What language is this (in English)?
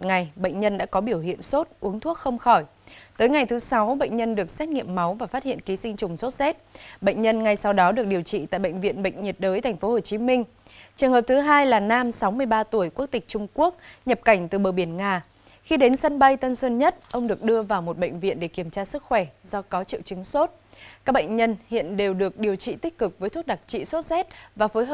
Vietnamese